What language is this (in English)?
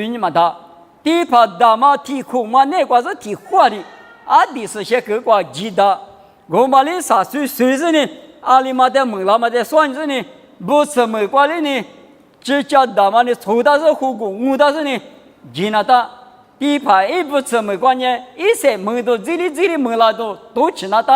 Lisu